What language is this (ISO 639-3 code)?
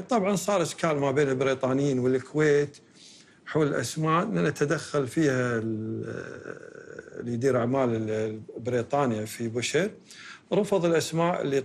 afb